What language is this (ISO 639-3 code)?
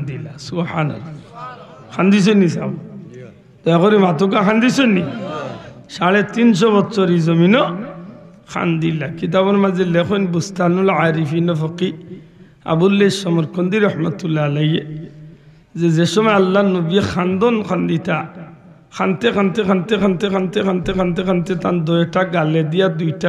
syl